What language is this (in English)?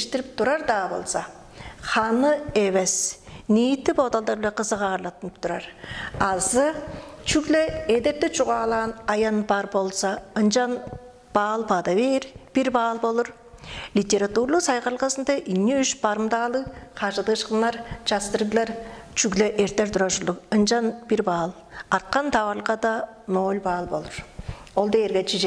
Tuvinian